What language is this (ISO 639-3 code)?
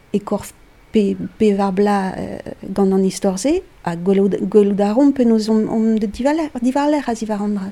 bre